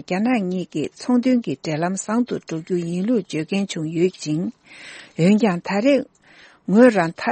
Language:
Tibetan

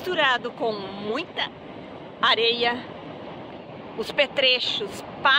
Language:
Portuguese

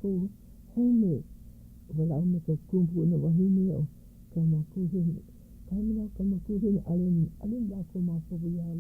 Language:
Hawaiian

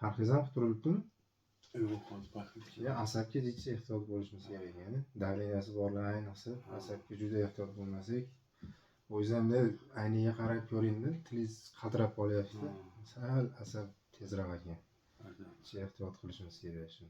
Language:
Uzbek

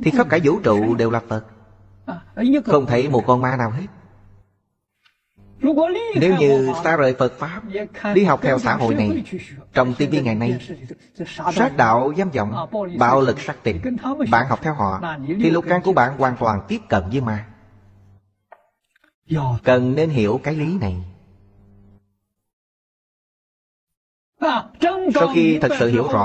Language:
Vietnamese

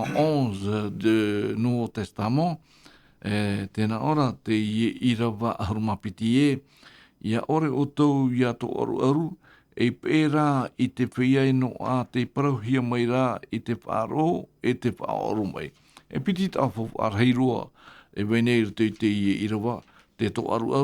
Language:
Tahitian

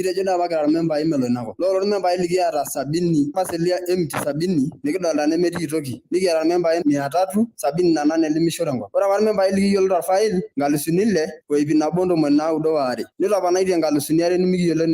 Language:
Masai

